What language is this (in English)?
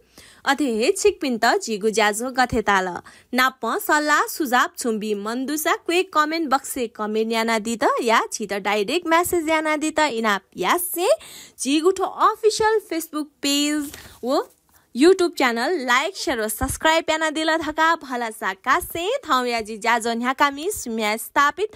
Newari